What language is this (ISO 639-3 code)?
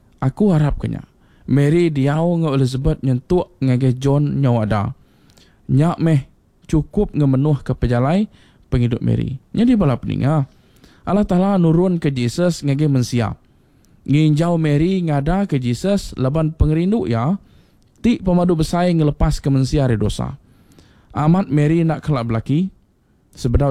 iba